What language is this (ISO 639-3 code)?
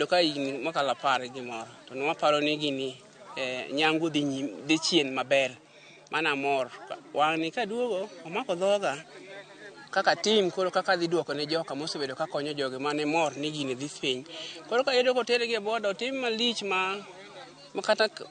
luo